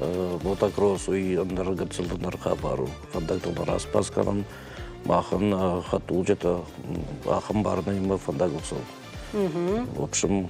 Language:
Ossetic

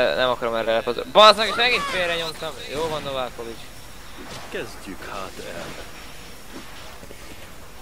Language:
Hungarian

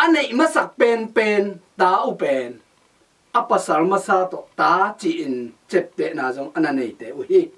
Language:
Tedim Chin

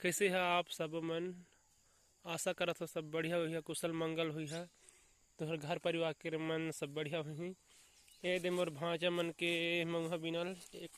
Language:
Chhattisgarhi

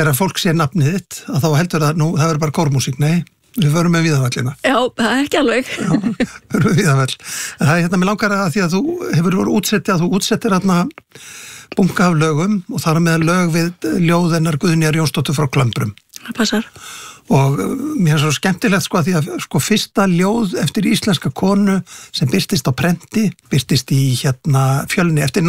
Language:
Icelandic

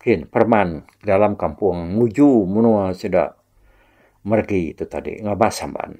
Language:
Iban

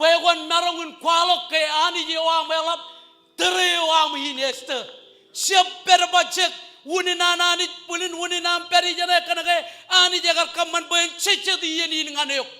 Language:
Marshallese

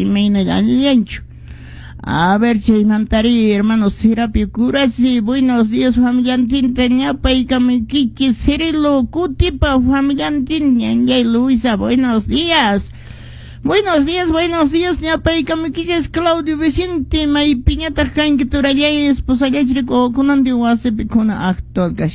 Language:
Quechua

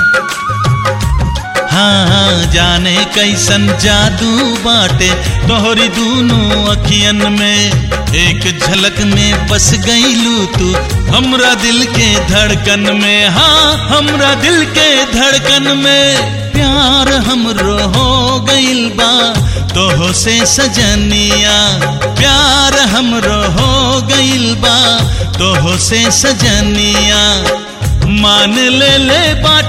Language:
Bhojpuri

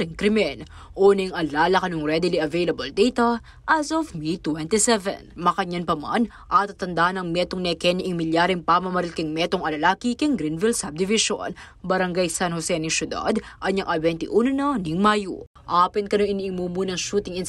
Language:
Pampanga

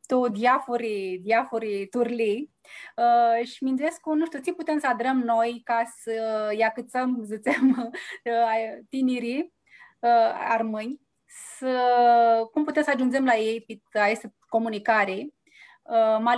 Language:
Aromanian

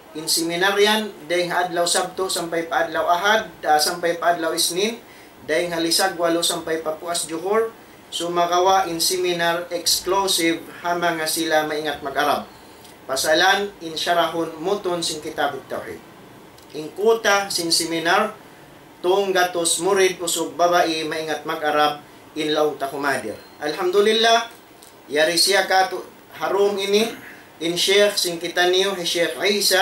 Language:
Tausug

